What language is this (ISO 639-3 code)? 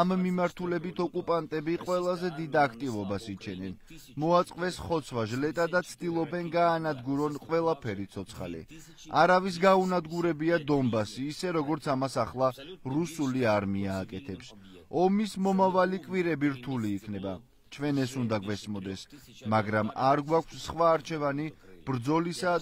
kat